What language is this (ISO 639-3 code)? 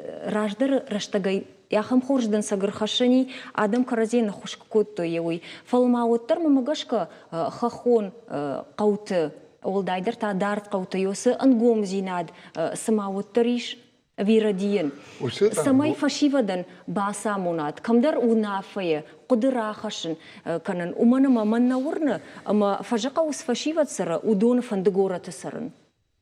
oss